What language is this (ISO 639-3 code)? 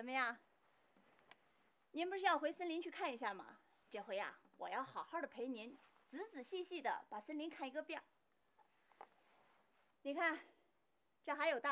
zho